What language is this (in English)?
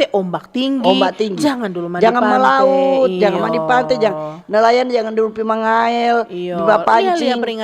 Manado Malay